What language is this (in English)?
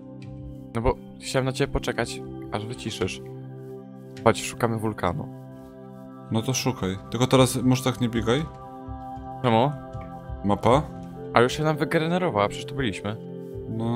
Polish